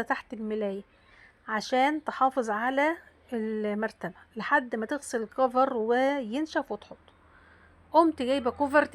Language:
Egyptian Arabic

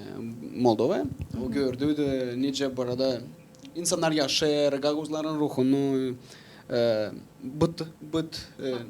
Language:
Gagauz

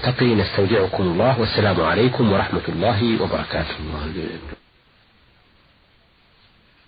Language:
Arabic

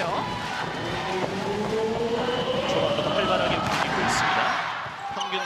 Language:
Korean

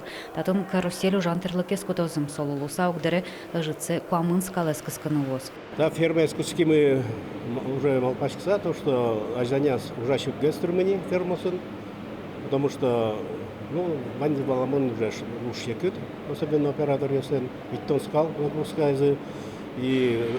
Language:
Udmurt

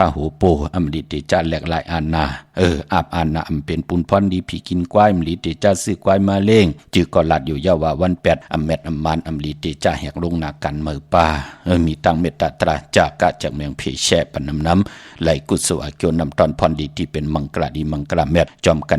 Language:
Shan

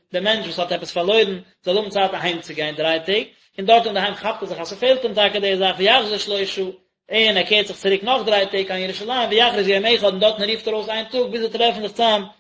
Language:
Yiddish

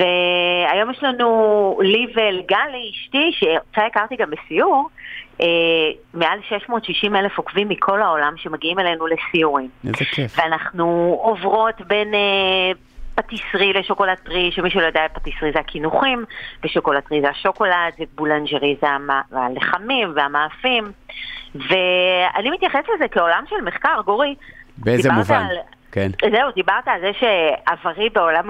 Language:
Hebrew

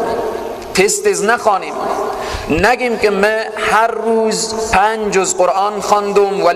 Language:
Persian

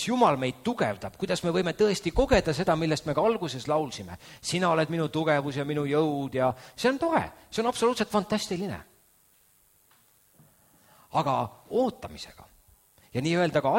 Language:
Estonian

